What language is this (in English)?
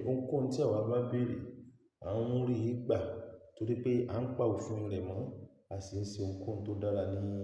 Yoruba